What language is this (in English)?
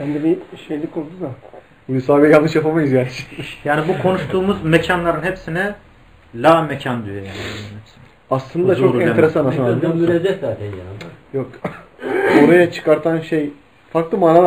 Turkish